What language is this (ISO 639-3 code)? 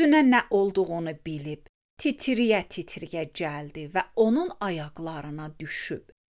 aze